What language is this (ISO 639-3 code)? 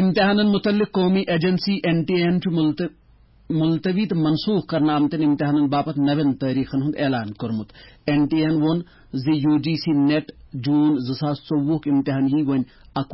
kas